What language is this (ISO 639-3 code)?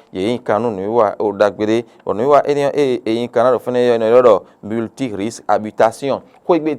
fon